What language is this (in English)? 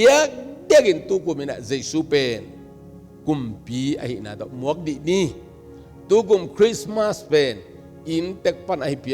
Tedim Chin